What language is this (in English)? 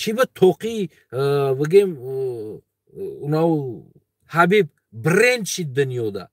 Tajik